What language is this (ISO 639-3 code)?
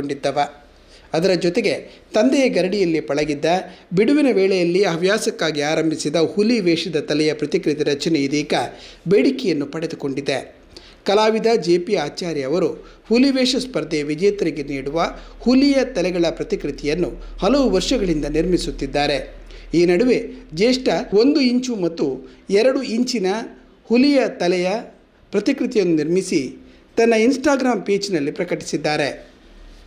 kan